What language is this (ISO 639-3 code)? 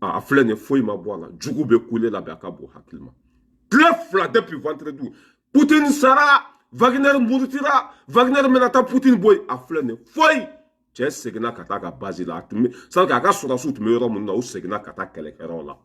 bam